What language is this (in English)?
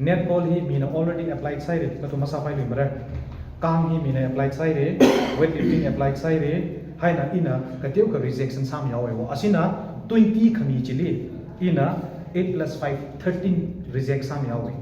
Tangkhul Naga (India)